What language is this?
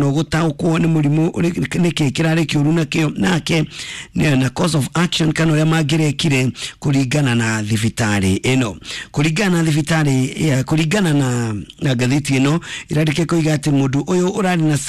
Kikuyu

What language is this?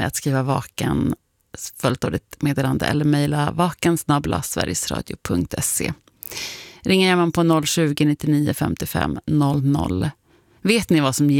Swedish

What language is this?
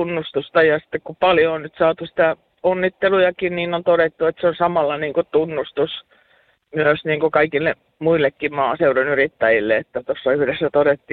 Finnish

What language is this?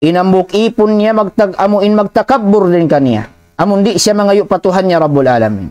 Tausug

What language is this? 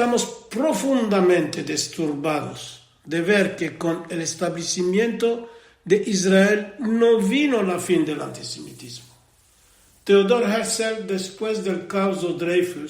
Ladino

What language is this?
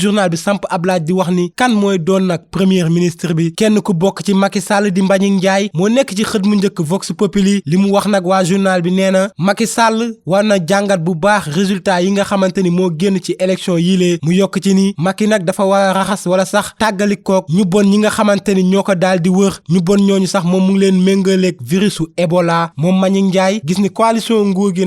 Wolof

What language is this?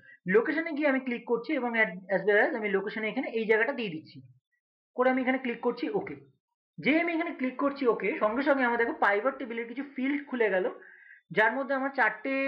Bangla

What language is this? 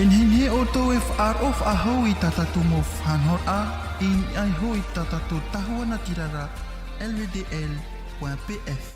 Tahitian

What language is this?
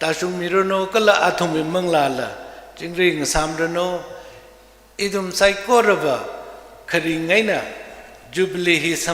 Tangkhul Naga (India)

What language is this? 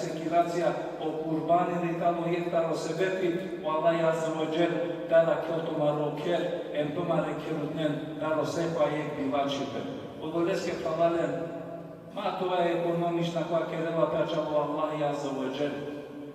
Balkan Romani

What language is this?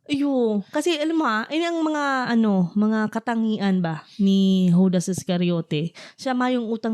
Bikol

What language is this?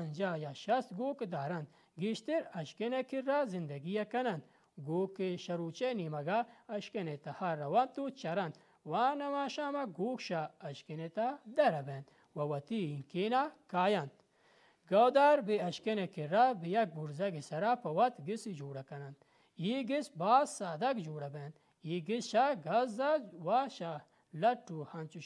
Baluchi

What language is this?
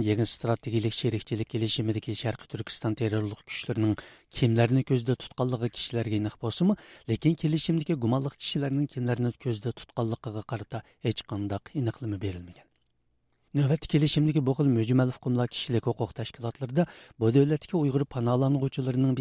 Uyghur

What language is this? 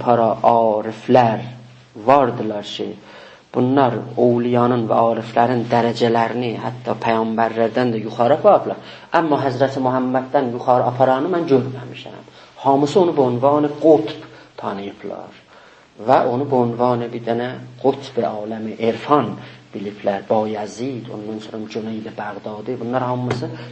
South Azerbaijani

